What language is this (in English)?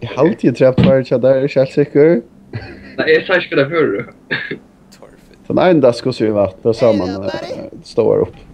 Faroese